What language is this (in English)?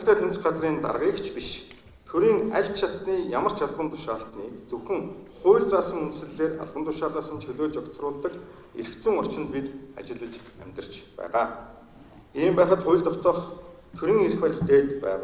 Mongolian